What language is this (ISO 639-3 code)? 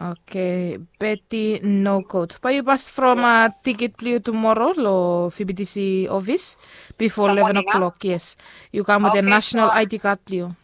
bis